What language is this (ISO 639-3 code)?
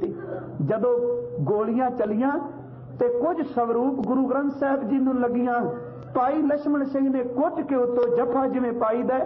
pan